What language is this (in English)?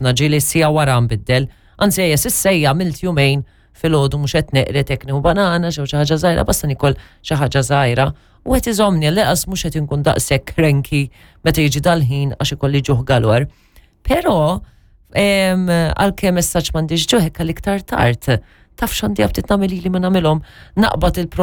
Maltese